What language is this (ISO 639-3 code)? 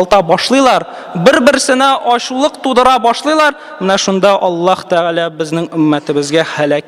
tat